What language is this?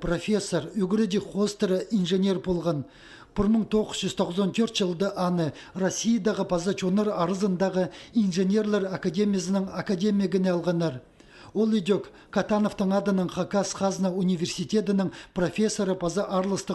Khakas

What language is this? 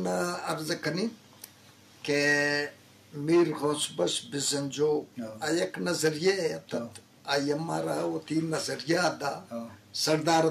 Eastern Balochi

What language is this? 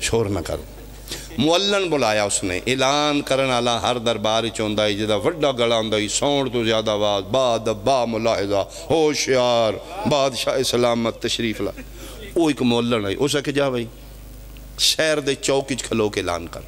Pahari-Potwari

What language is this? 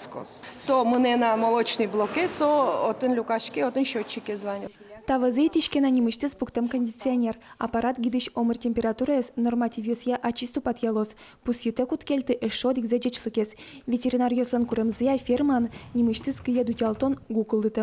Udmurt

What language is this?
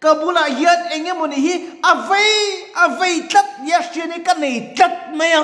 Mizo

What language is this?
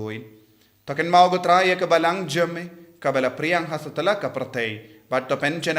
Khasi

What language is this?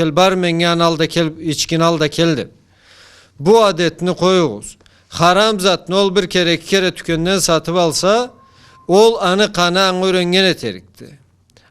Karachay-Balkar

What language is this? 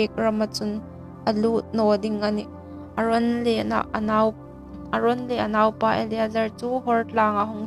Hmar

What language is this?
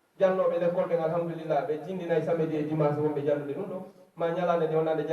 Pular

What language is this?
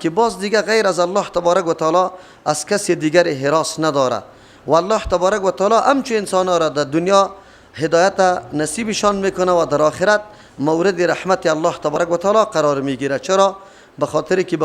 Persian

